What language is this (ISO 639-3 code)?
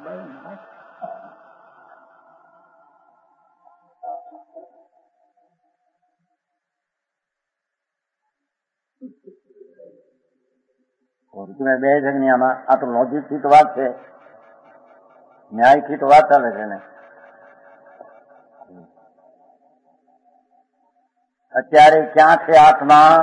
guj